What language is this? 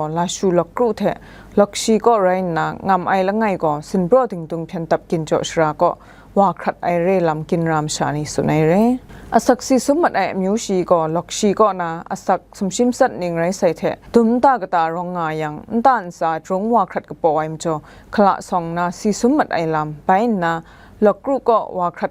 Kachin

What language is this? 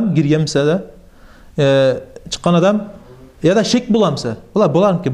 Kumyk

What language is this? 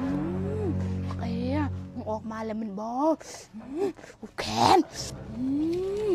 Northeastern Thai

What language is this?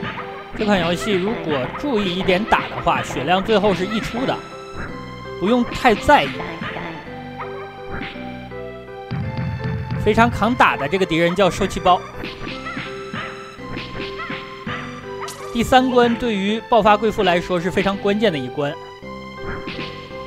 Chinese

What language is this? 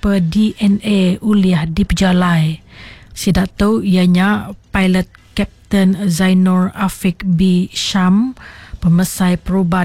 Iban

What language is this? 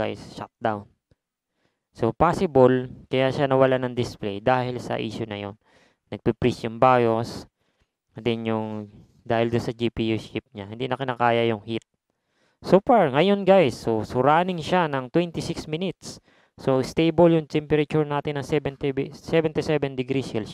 Filipino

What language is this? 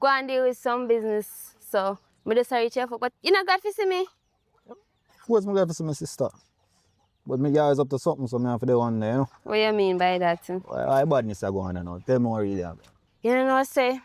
Jamaican Creole English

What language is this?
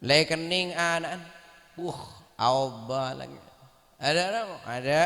Madurese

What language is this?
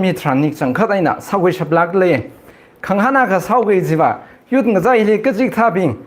Tangkhul Naga (India)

